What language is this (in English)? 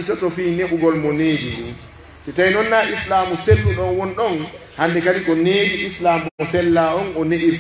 Pular